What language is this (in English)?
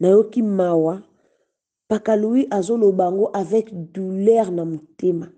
Lingala